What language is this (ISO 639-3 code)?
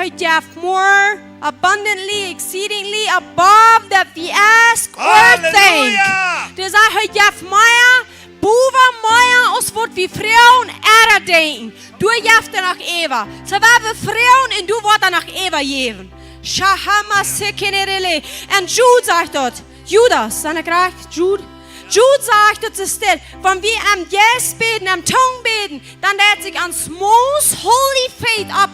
pdt